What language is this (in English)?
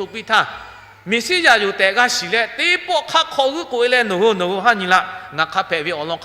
Lahu